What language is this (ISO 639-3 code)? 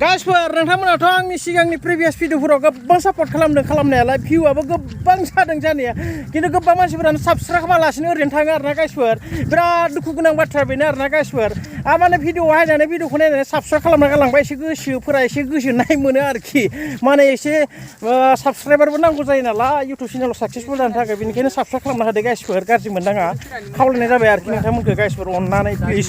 brx